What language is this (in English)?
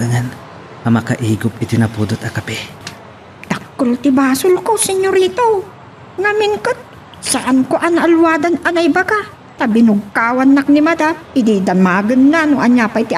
Iloko